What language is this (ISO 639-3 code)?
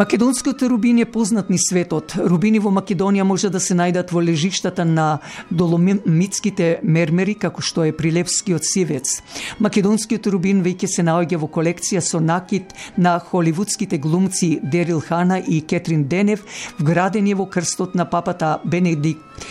mkd